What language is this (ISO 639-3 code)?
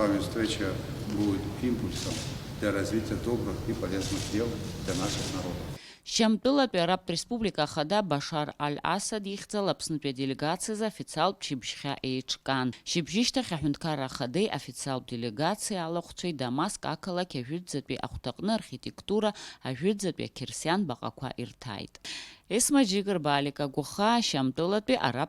abk